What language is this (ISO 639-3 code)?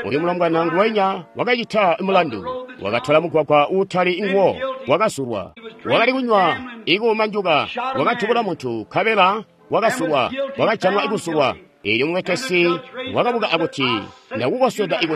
toi